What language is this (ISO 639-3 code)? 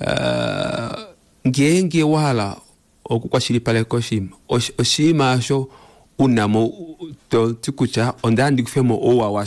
kua